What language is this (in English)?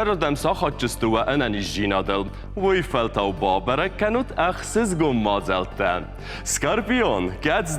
Ossetic